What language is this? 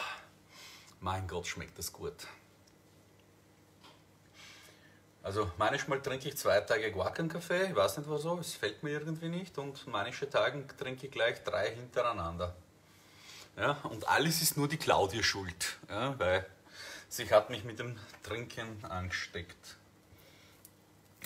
German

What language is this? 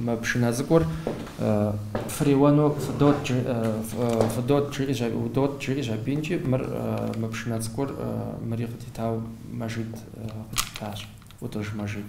Kabardian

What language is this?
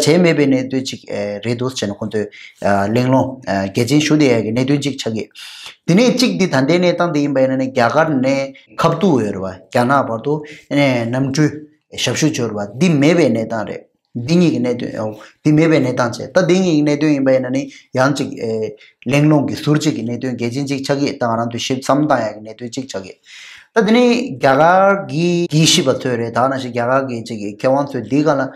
Tibetan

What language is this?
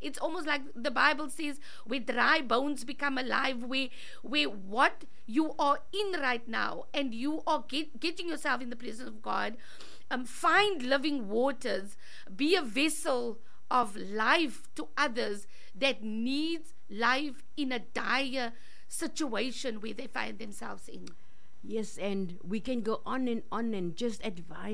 Afrikaans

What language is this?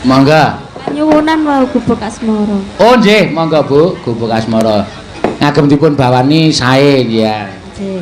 Javanese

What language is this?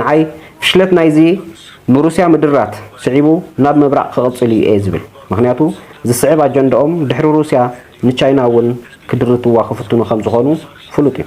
Tigrinya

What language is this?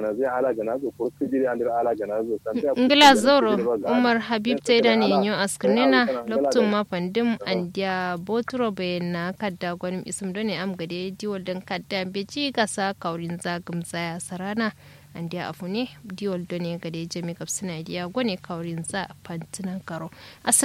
Kanuri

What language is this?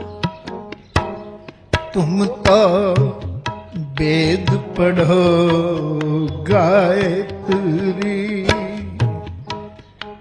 Punjabi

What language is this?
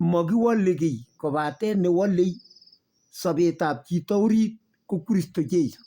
Kalenjin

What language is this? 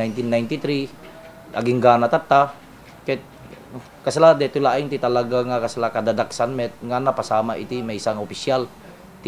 Iloko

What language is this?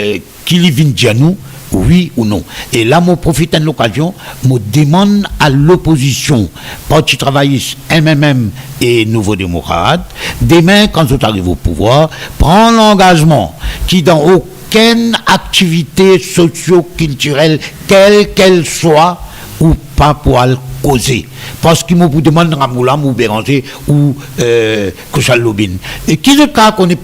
Morisyen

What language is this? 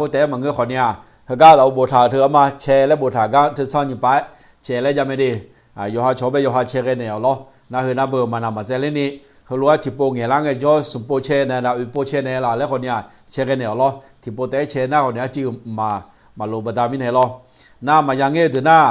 Akha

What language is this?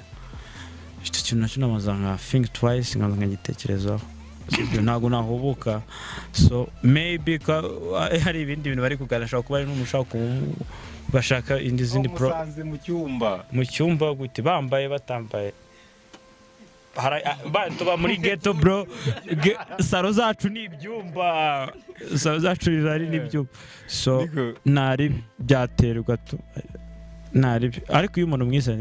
Kinyarwanda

